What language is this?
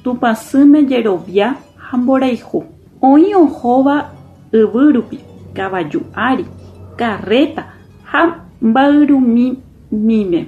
Guarani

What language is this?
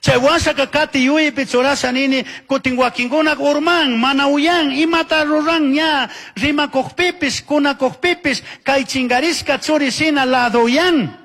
Chimborazo Highland Quichua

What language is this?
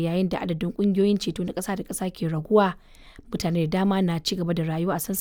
Hausa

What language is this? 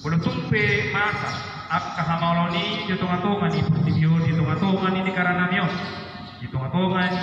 Batak Toba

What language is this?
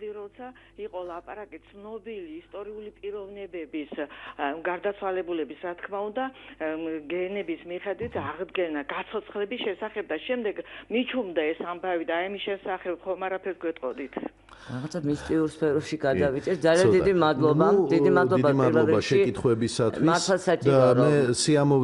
Georgian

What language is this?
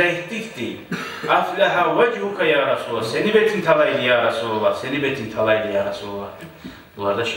Kumyk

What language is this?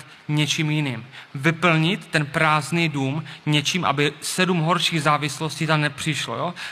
Czech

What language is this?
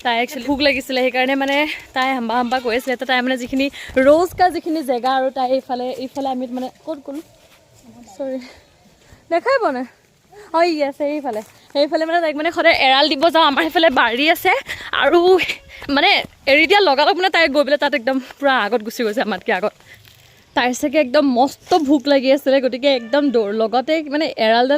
Assamese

